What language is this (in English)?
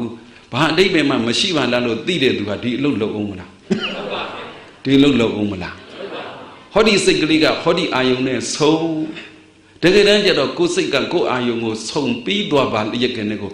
Burmese